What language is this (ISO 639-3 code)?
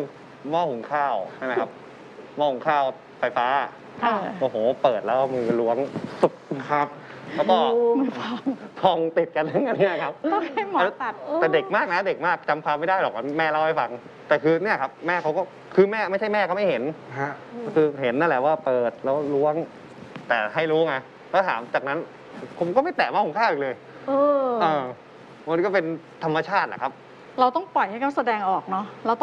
tha